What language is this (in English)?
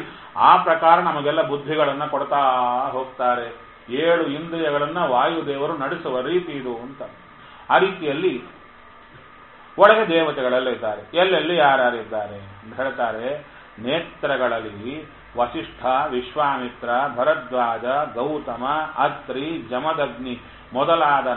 Kannada